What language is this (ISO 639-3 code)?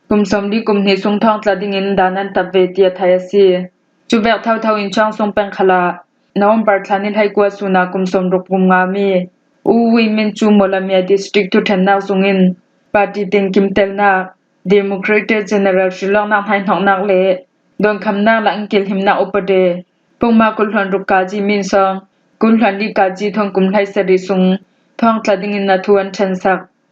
cfm